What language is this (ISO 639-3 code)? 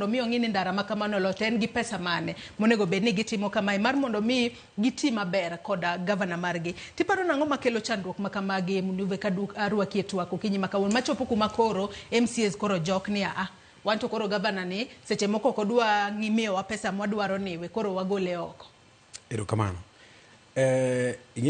luo